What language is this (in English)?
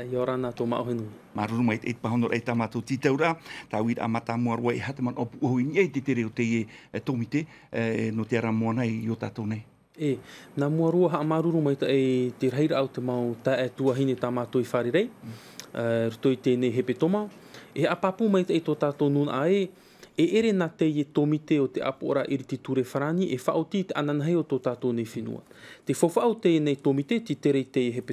Tahitian